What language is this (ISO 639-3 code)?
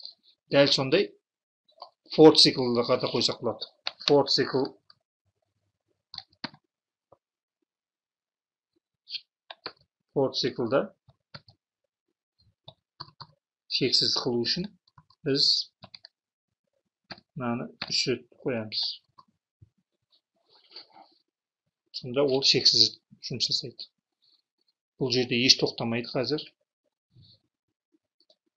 kaz